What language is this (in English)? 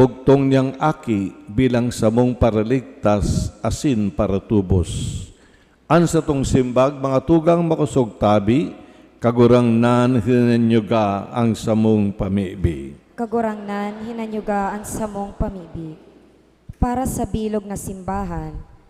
Bikol